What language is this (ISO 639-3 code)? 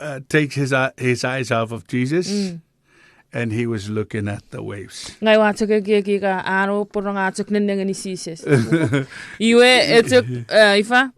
chk